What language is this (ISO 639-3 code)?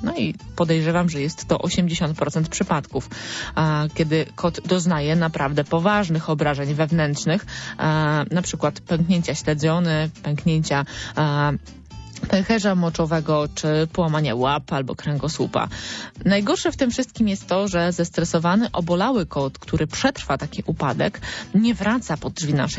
pol